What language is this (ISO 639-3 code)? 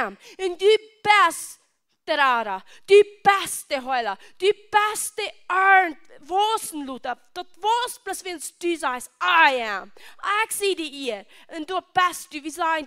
pdt